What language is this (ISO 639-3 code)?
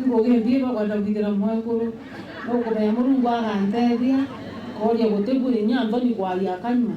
mer